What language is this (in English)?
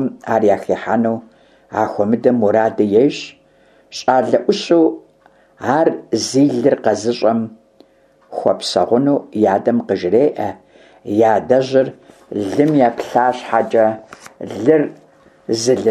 Kabardian